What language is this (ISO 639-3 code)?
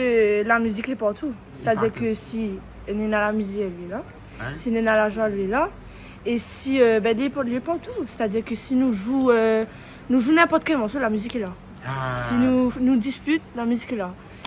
rcf